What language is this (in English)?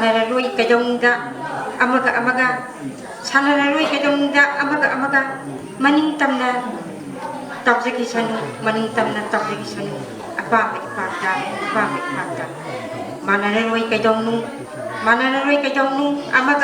Manipuri